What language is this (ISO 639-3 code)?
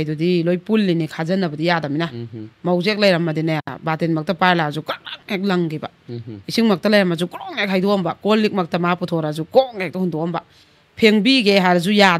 mni